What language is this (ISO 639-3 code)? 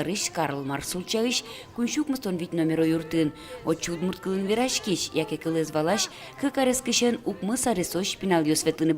udm